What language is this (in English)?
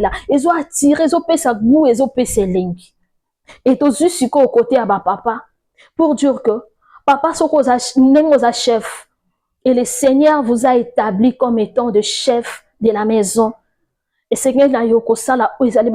Lingala